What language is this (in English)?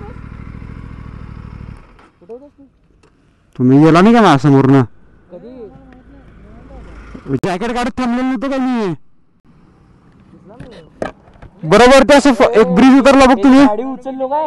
Marathi